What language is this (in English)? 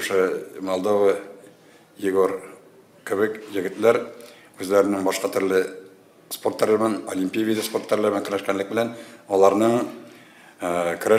Tatar